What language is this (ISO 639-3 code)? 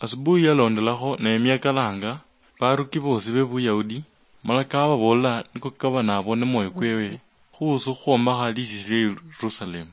luy